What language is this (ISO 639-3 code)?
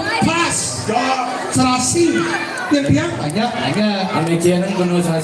ban